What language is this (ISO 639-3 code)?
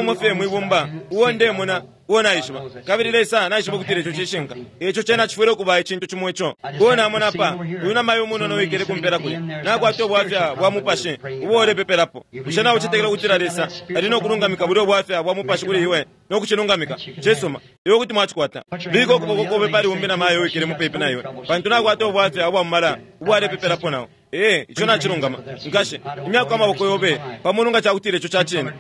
bem